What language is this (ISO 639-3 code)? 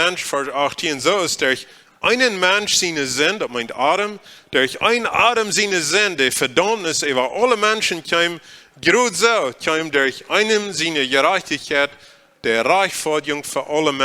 pdt